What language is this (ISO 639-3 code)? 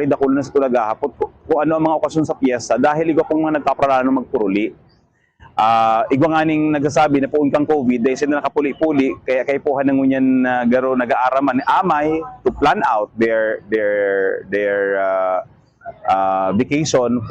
bik